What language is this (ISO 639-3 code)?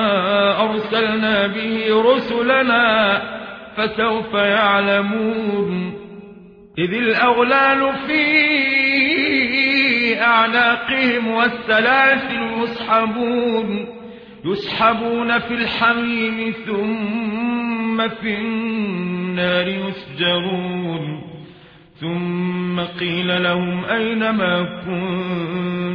ara